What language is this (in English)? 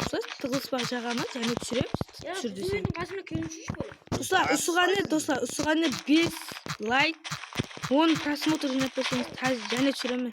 Kara-Kalpak